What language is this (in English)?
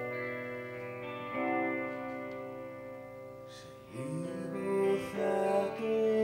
Greek